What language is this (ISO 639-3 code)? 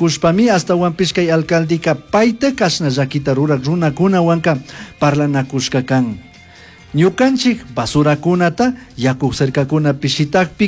qug